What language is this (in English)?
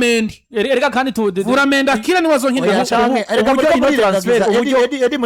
Rundi